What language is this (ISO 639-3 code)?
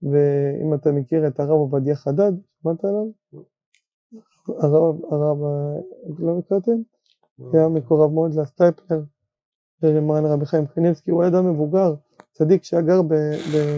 heb